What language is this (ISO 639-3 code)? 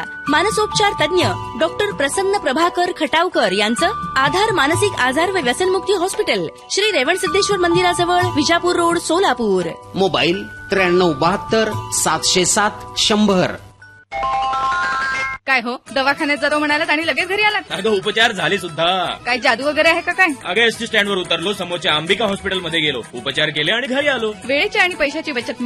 mar